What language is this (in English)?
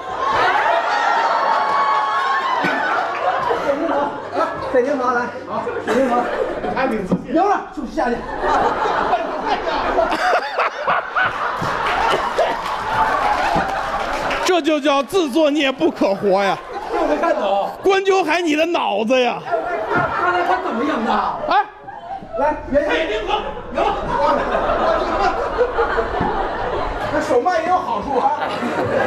Chinese